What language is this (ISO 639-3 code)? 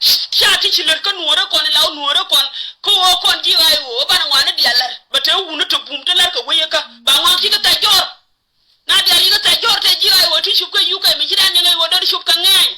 nus